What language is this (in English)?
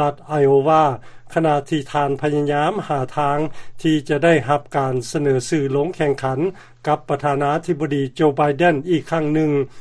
Lao